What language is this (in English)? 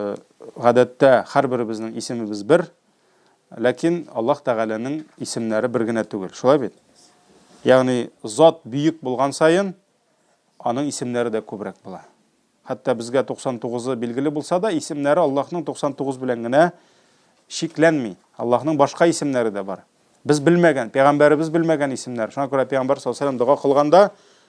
Tatar